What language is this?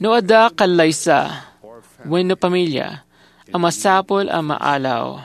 Iloko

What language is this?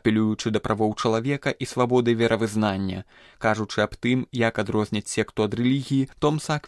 Belarusian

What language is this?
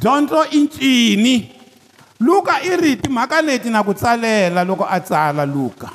Tsonga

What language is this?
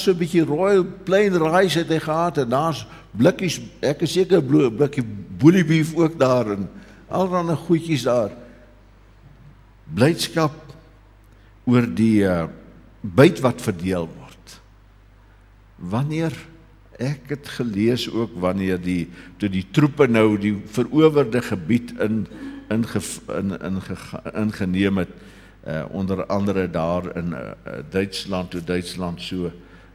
Afrikaans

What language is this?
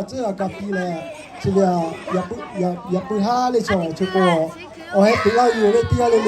Lahu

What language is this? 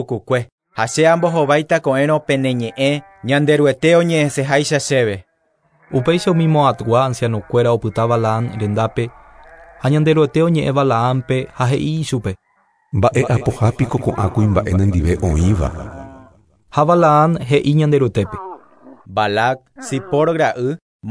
Guarani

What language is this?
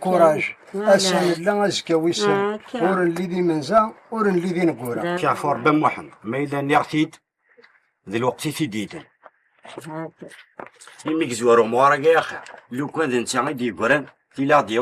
Kabyle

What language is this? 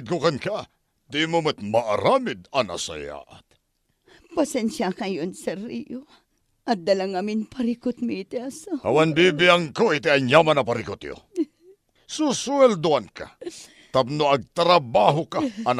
Iloko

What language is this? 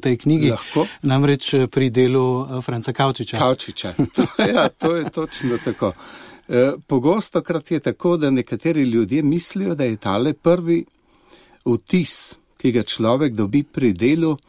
Slovenian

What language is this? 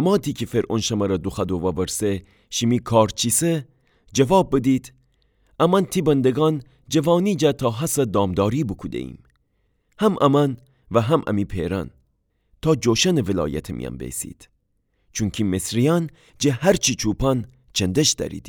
Gilaki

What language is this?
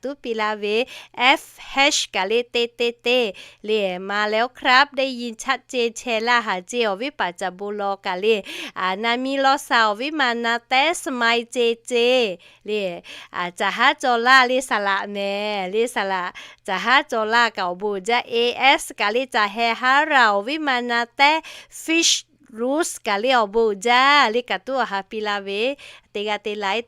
Lahu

